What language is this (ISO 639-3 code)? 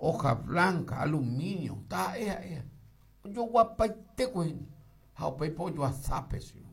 grn